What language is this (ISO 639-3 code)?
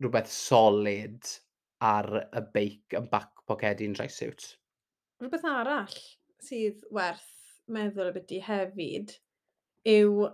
cym